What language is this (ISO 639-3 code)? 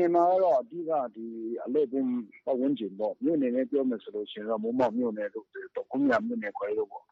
mya